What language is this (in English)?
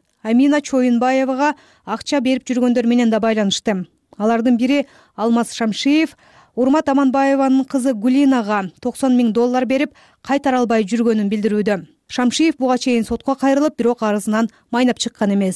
Kyrgyz